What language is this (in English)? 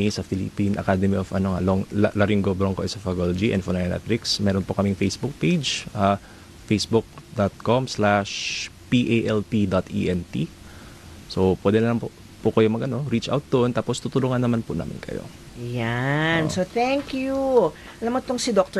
Filipino